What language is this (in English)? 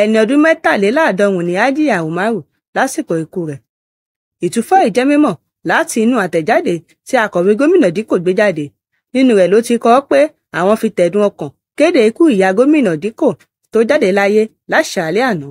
Yoruba